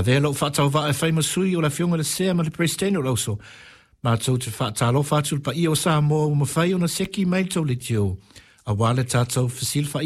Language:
Samoan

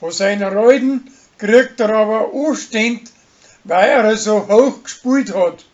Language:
Bavarian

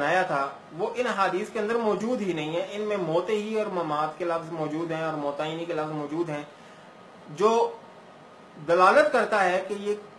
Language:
Urdu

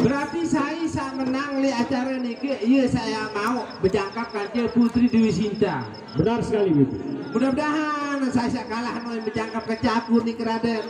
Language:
Sasak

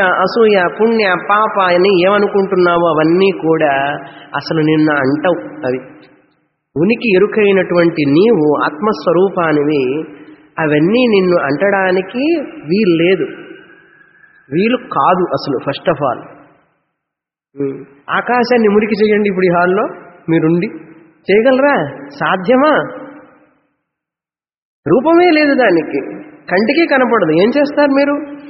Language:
Telugu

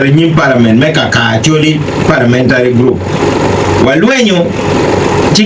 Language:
Acoli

